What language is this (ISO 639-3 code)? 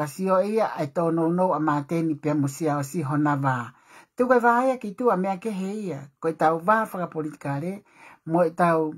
ton